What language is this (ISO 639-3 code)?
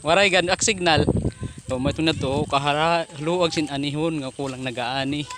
war